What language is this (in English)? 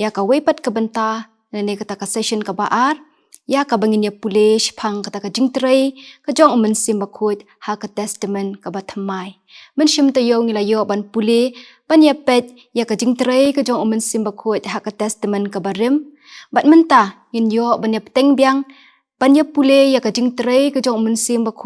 Khasi